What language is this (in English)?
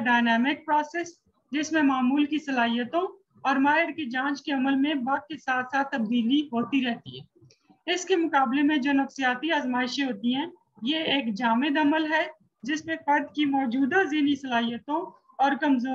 Urdu